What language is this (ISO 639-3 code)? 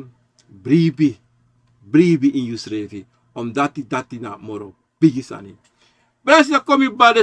srn